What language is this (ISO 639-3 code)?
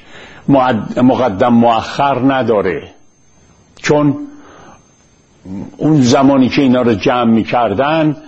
fas